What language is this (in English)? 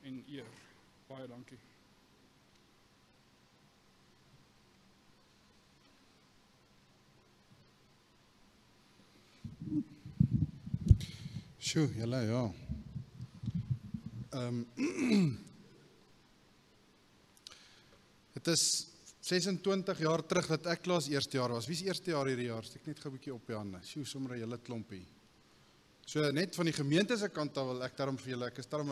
Afrikaans